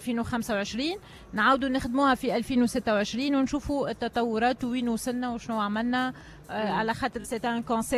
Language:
Tunisian Arabic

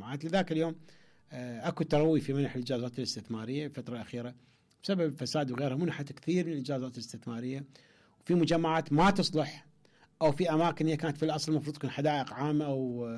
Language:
Mesopotamian Arabic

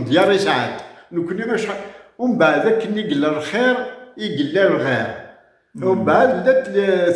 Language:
Kabyle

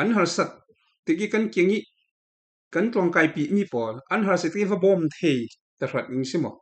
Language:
Falam Chin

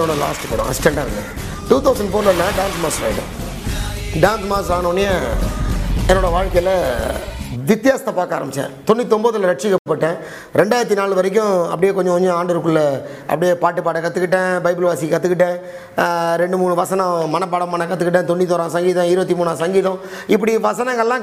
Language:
Tamil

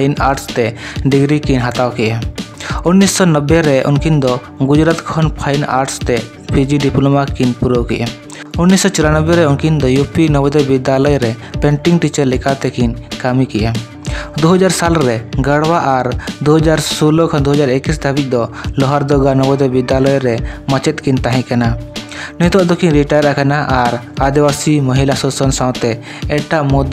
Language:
Santali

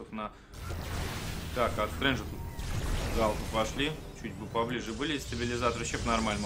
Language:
Russian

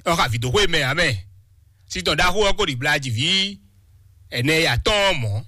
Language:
Fon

